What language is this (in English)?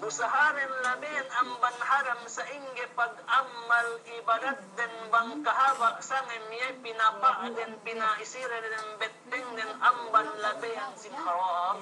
Yakan